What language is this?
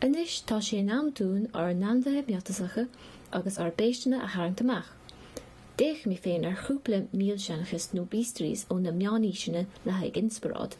Irish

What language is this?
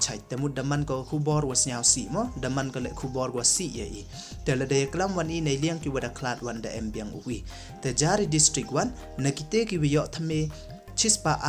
Pnar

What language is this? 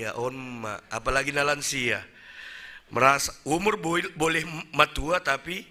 Batak Simalungun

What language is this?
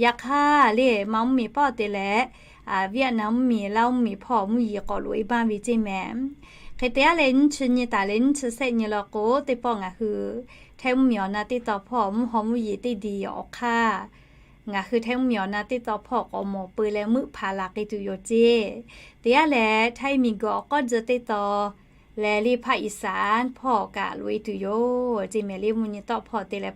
Lahu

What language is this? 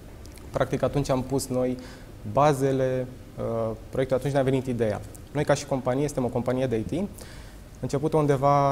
Romanian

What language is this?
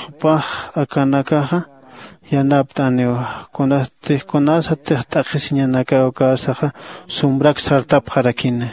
Aymara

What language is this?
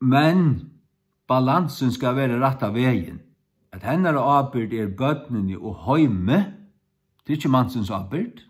Faroese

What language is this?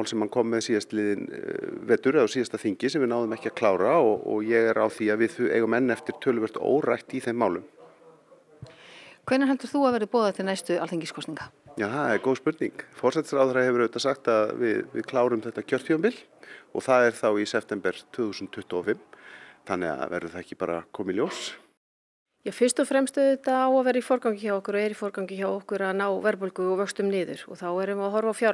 Icelandic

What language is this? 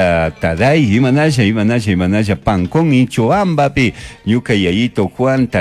Chimborazo Highland Quichua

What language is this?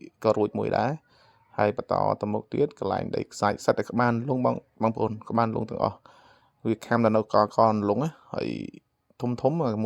Khmer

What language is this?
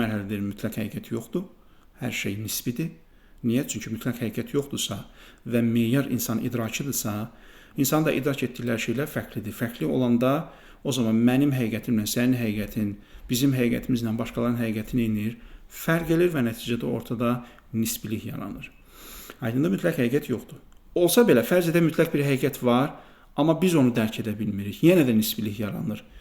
Azerbaijani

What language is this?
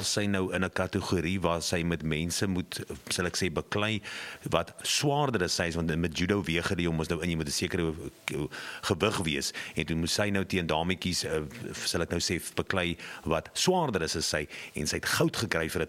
Afrikaans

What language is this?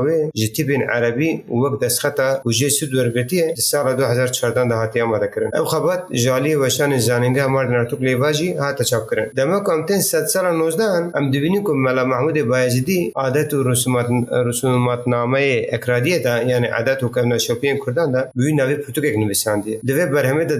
Kurdish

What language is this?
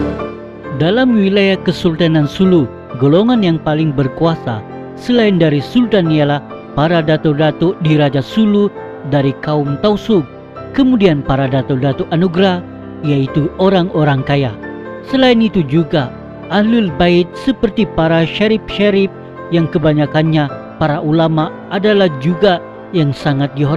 Malay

